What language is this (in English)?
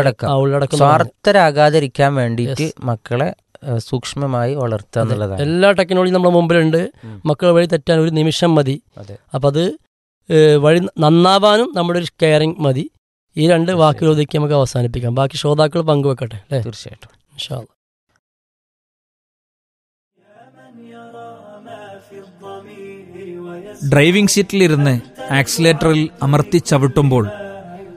Malayalam